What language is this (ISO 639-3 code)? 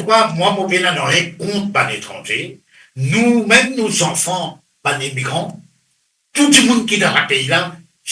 mfe